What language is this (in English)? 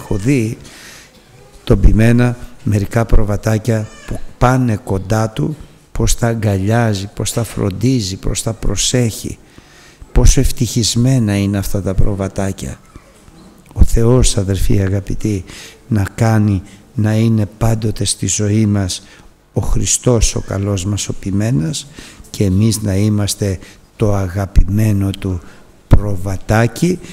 Greek